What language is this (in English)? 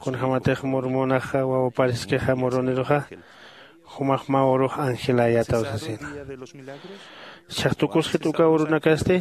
Aymara